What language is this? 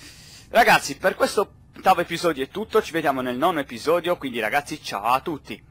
Italian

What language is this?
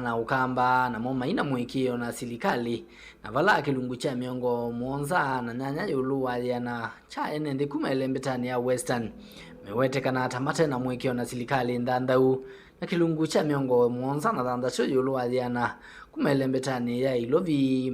Kamba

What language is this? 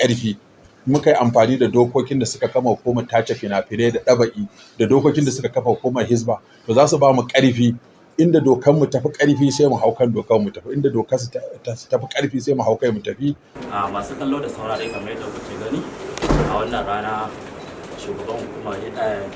Hausa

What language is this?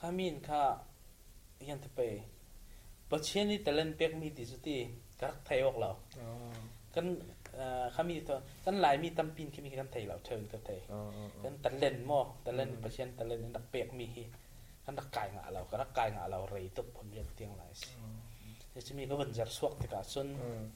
Falam Chin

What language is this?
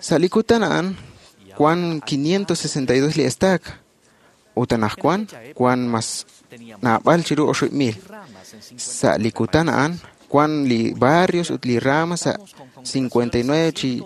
Kekchí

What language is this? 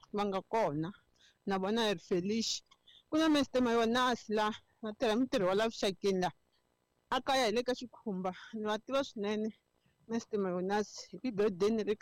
Tsonga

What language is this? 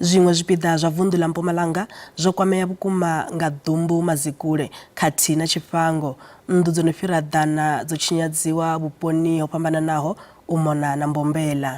Venda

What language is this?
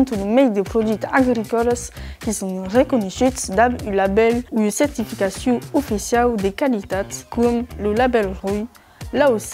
Occitan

